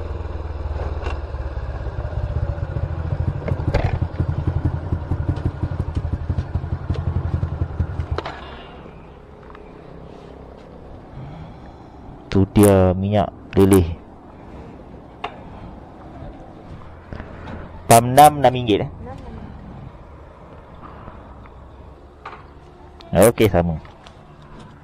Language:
Malay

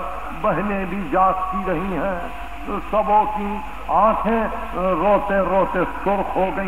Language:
Urdu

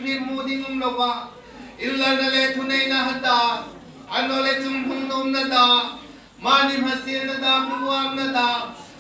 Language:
Hmar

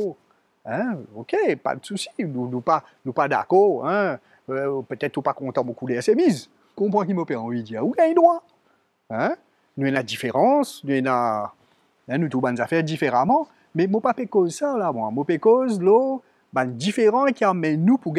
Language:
Morisyen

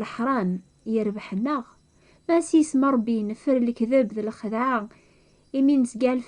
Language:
Kabyle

